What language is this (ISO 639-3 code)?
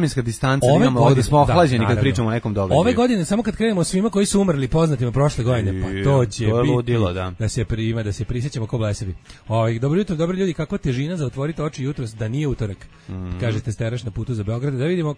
srp